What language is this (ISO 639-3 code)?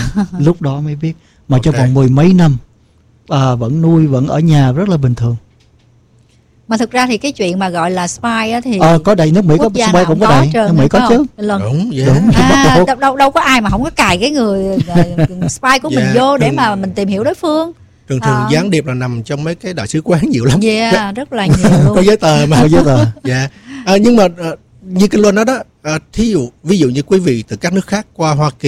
vie